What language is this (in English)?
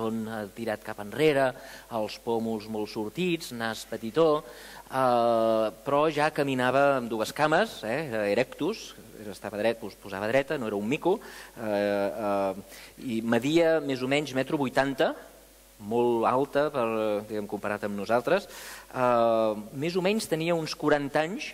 Catalan